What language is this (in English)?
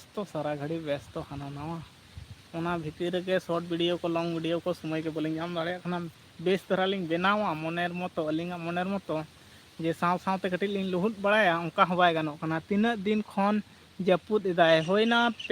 Santali